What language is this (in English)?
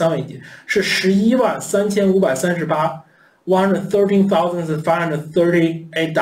Chinese